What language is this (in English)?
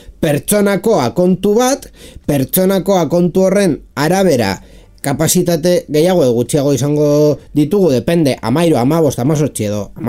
Basque